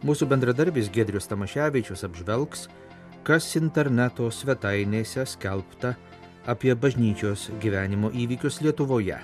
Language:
Lithuanian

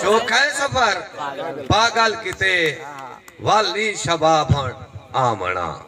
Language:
Saraiki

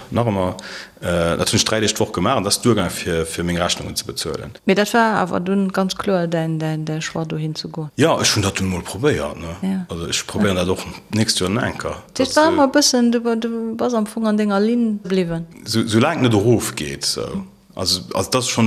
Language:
Luxembourgish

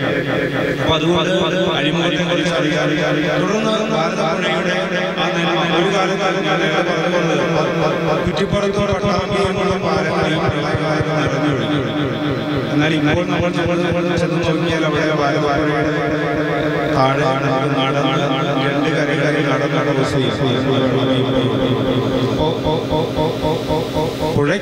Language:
Malayalam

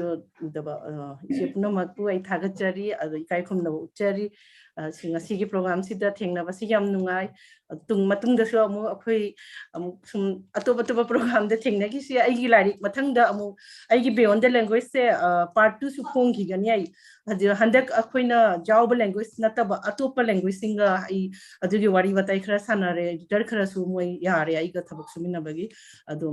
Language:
Manipuri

